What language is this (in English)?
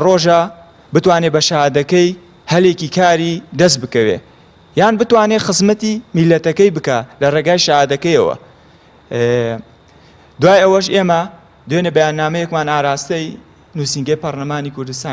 Central Kurdish